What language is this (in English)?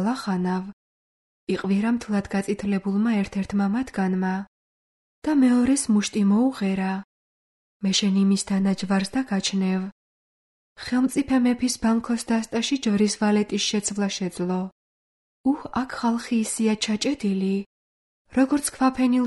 Georgian